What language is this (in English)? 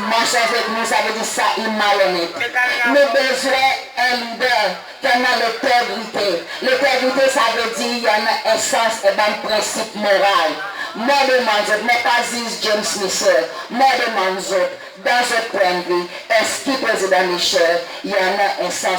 Seselwa Creole French